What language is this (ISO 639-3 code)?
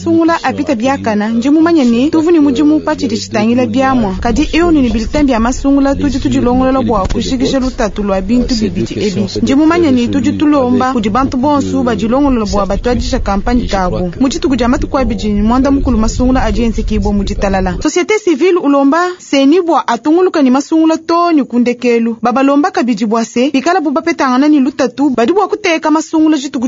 lua